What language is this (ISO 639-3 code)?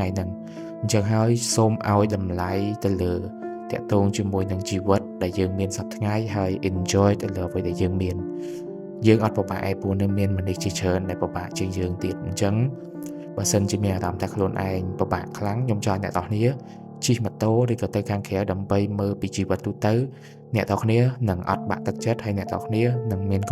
khm